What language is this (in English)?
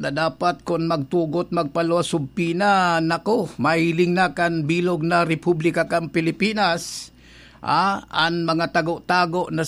Bikol